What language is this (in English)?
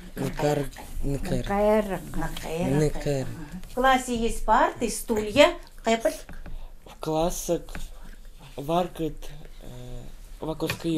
Chukot